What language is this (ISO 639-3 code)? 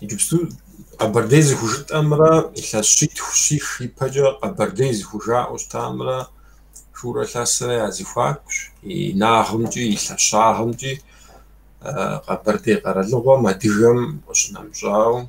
kbd